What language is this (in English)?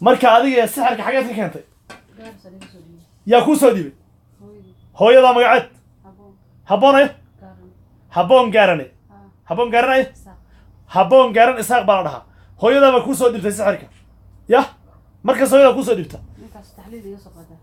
Somali